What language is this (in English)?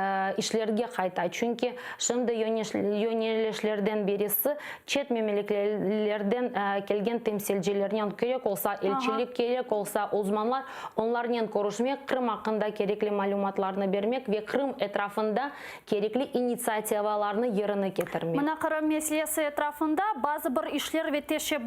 Crimean Tatar